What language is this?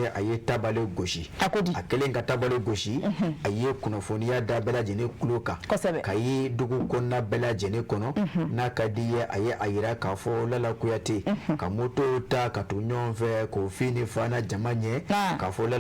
Bambara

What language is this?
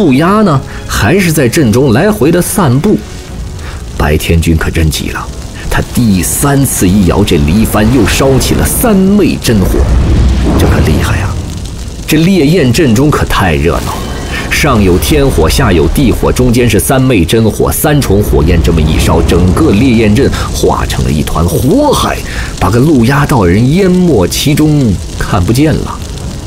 Chinese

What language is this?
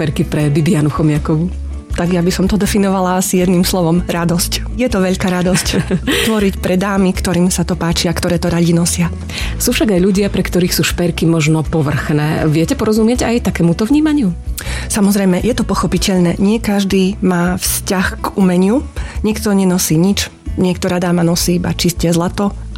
Slovak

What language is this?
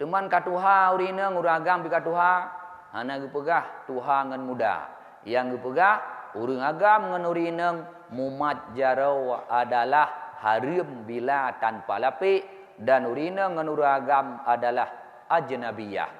Achinese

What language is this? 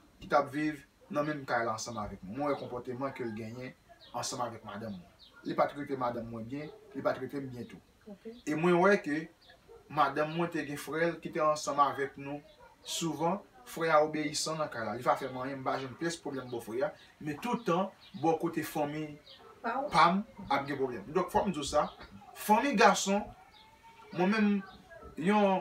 Haitian Creole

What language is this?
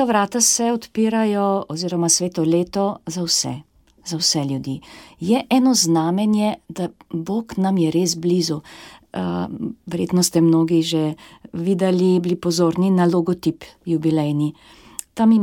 Slovenian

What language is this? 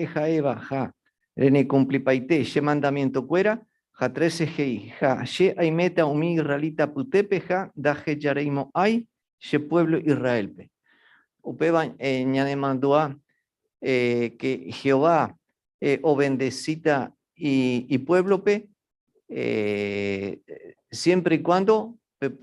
Guarani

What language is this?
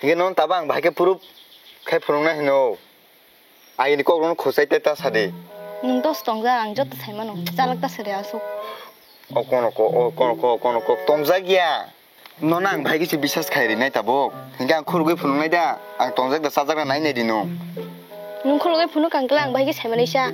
Kok Borok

